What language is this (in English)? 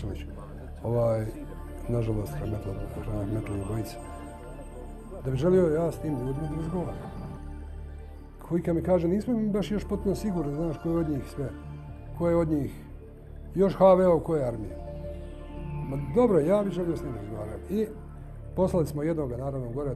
Bosnian